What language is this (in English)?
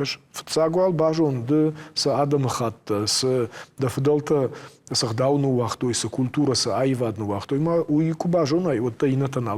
Ossetic